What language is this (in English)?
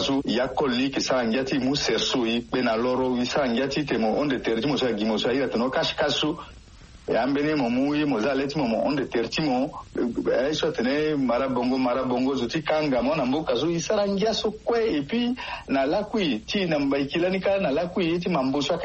Sango